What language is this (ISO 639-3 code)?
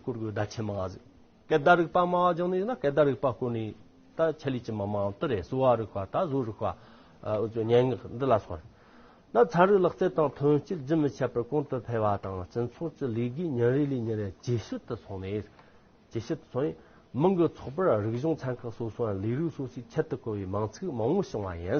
adx